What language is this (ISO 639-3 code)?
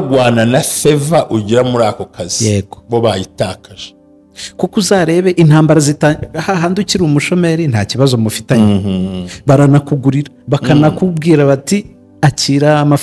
kin